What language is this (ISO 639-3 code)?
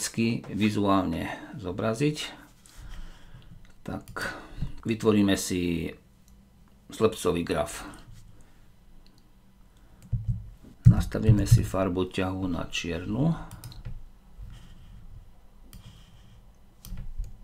slk